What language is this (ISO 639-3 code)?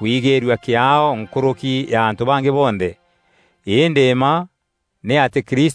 mer